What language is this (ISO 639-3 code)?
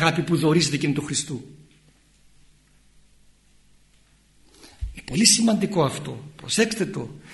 ell